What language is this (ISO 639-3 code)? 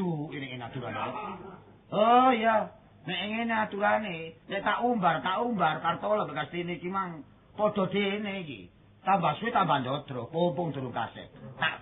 jav